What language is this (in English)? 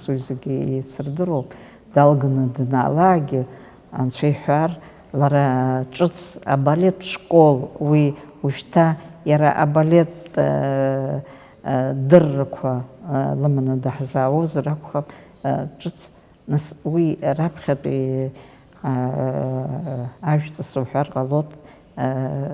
Abkhazian